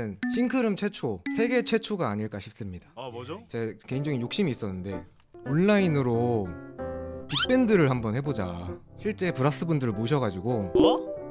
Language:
Korean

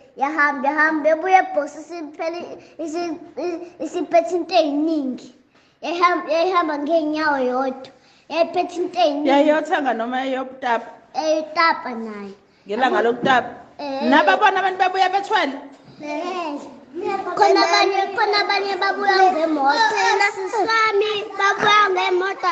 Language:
Zulu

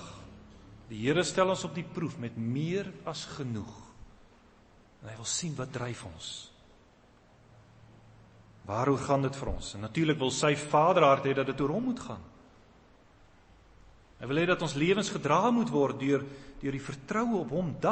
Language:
Afrikaans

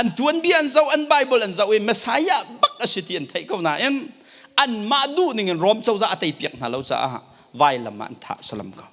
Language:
Hakha Chin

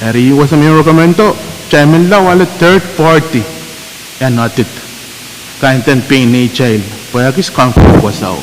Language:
Pohnpeian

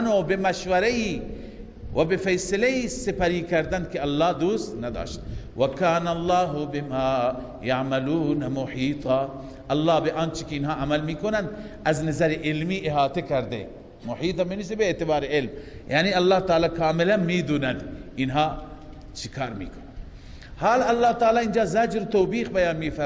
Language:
Persian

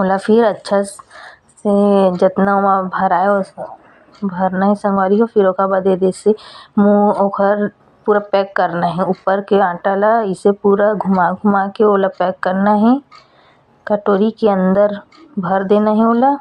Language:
Chhattisgarhi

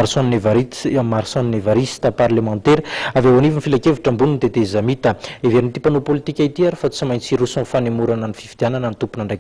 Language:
Malagasy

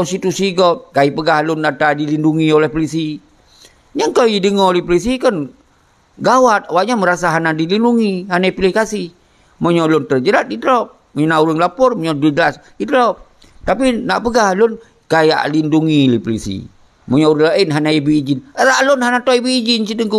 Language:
Achinese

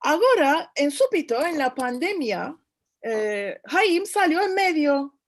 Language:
Ladino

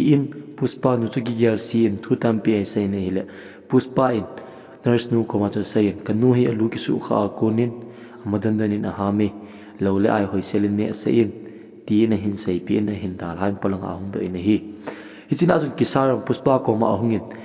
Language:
Thado Chin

